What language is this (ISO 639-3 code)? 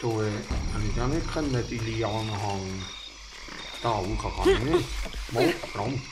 gsw